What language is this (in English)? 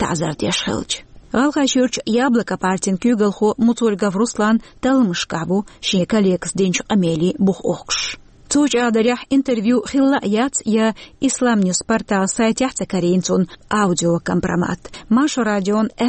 Chechen